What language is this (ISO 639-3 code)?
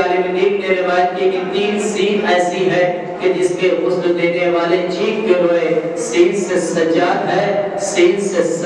urd